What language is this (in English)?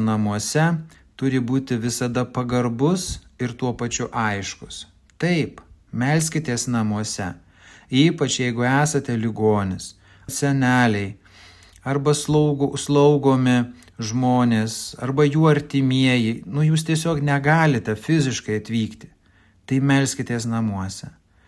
Lithuanian